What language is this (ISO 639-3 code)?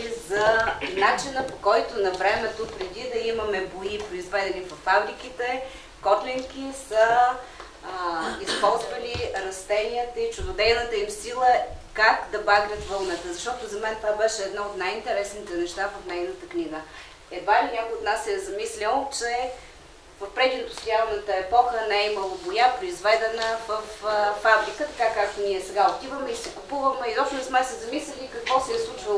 bul